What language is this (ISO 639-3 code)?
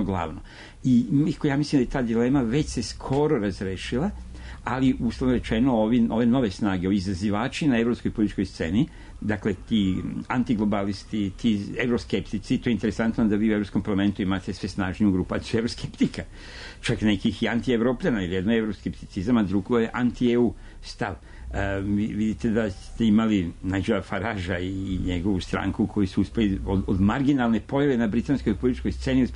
srp